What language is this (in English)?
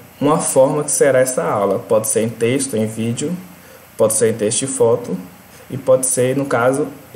Portuguese